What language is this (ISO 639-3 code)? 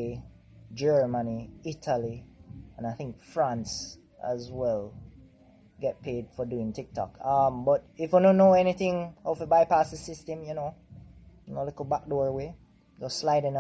jam